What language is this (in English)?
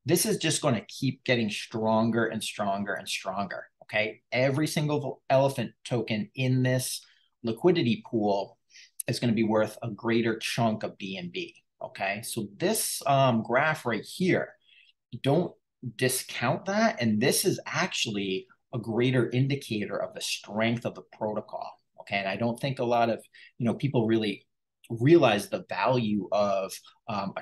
English